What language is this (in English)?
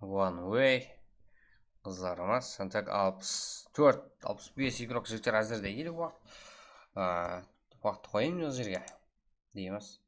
Kara-Kalpak